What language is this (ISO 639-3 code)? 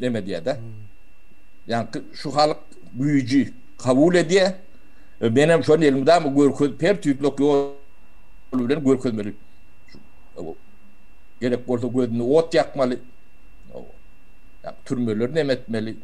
tuk